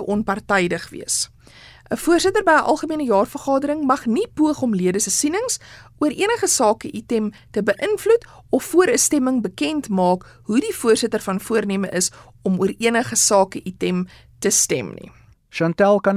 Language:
Afrikaans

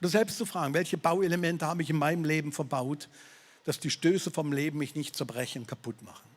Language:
Swiss German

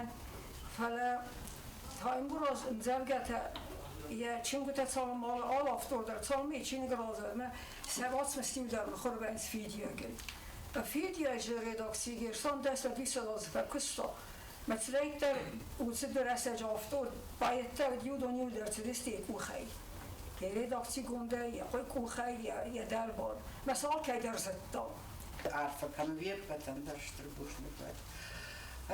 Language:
Ossetic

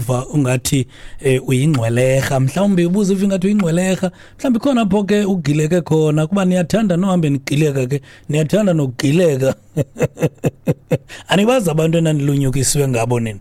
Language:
Xhosa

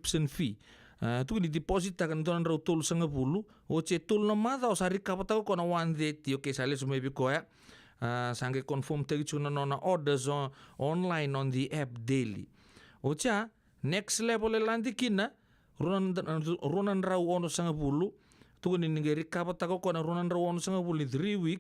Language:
Fijian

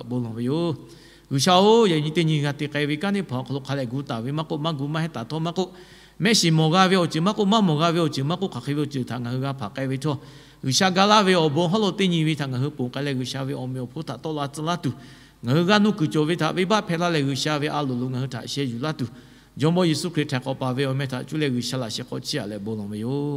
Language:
Lahu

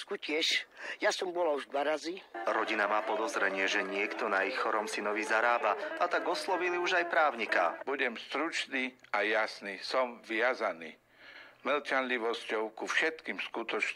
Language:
Slovak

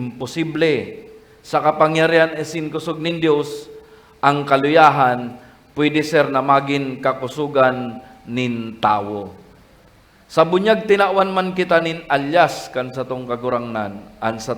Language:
Bikol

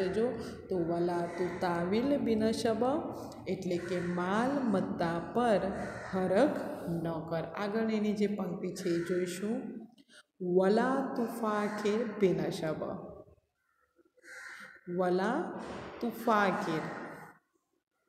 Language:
Gujarati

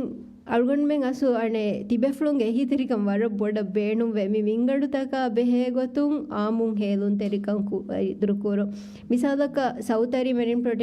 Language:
Divehi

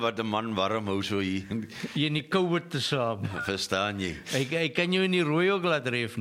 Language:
Afrikaans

